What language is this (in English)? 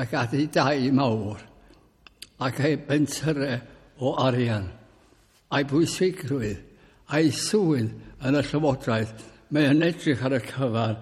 Welsh